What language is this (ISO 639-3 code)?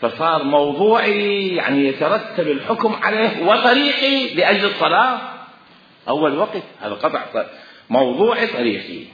acm